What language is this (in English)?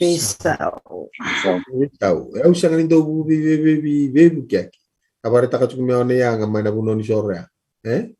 Fijian